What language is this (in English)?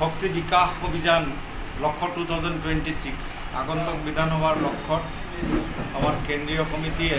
Assamese